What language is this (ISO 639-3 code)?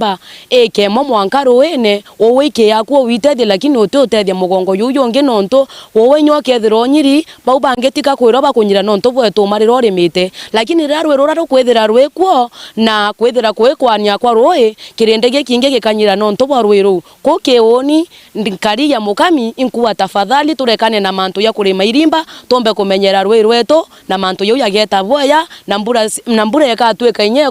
mer